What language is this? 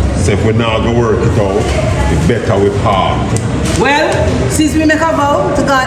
Jamaican Creole English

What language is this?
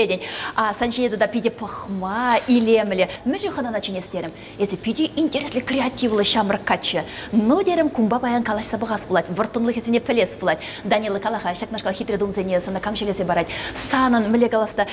Chuvash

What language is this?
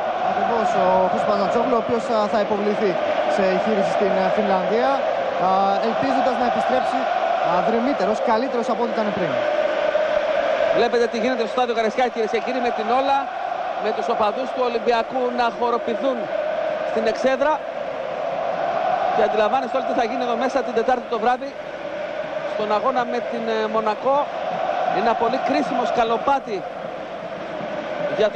Greek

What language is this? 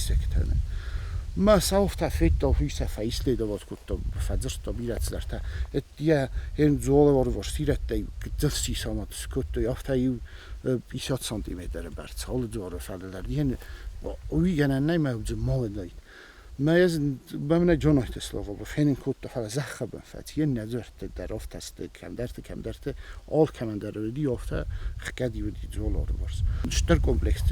Ossetic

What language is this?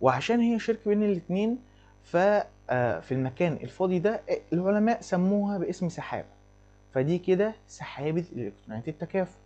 Egyptian Arabic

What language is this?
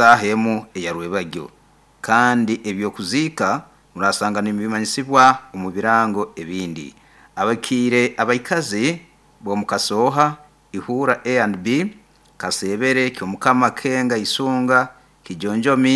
Nyoro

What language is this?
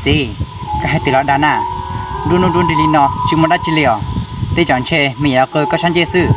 Hmong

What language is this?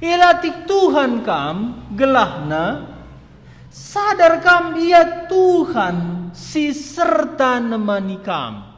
Batak Karo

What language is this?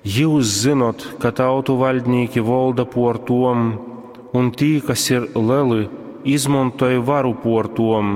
Latgalian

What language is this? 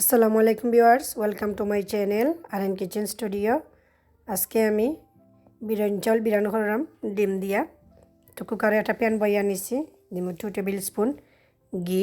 Sylheti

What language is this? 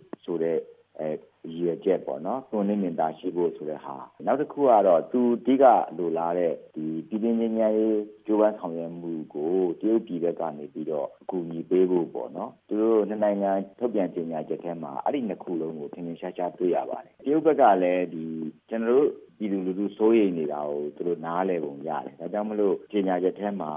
Burmese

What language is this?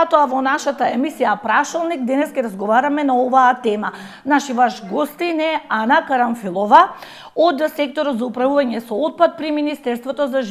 Macedonian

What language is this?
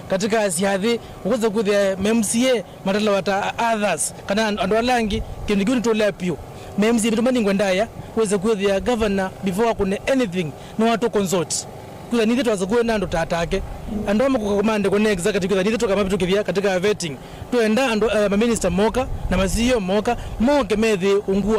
Kamba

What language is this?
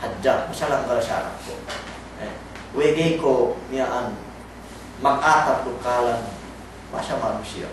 Yakan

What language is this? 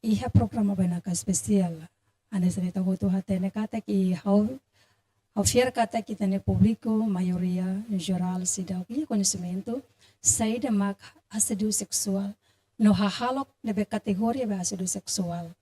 Tetum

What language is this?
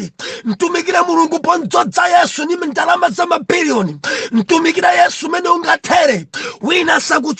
Nyanja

